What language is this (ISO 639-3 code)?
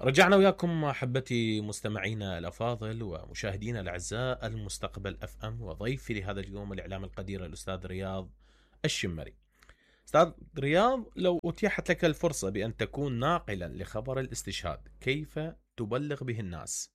acm